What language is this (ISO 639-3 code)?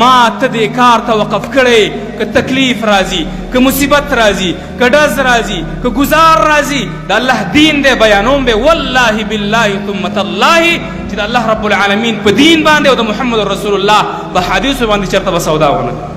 pus